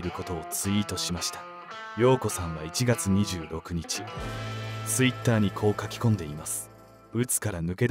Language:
Japanese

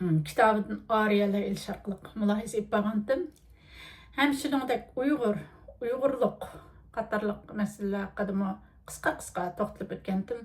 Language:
Uyghur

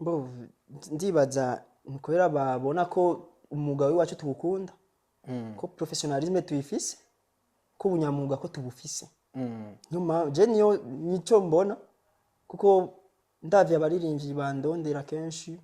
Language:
Rundi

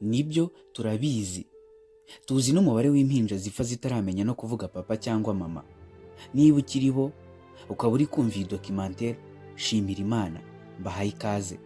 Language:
Kinyarwanda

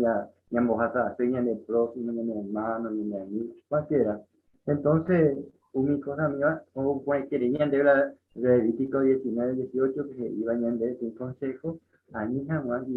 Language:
Guarani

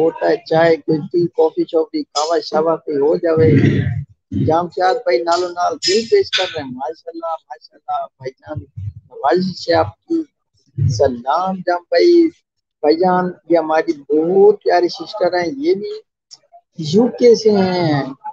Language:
Saraiki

